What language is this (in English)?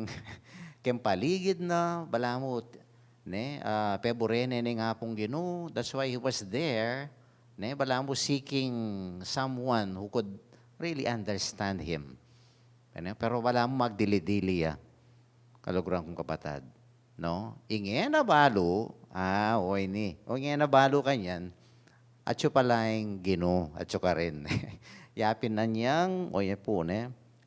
Pampanga